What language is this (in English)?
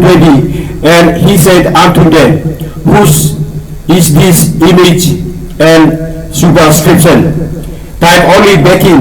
Tok Pisin